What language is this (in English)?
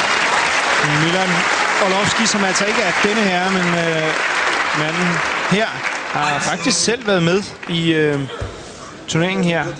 Danish